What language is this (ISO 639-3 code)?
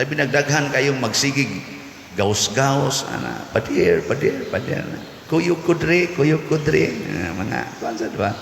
ceb